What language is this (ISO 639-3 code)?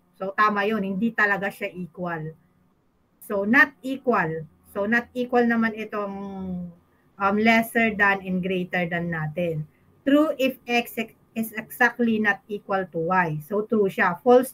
fil